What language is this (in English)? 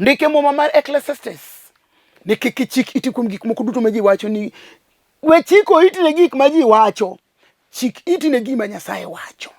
Luo (Kenya and Tanzania)